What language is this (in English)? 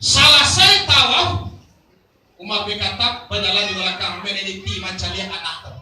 Minangkabau